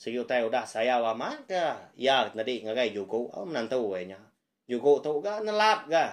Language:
Iban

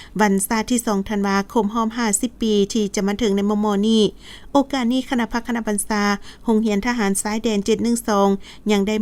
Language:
Lao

